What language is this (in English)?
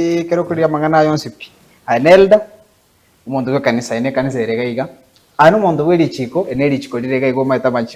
Gusii